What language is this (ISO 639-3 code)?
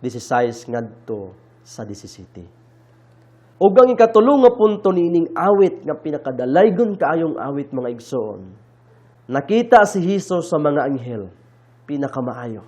ceb